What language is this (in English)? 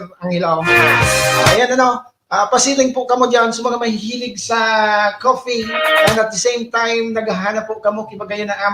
Bikol